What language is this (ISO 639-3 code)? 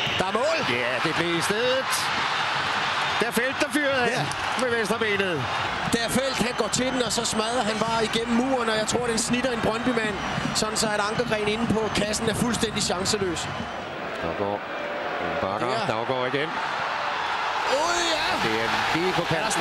dan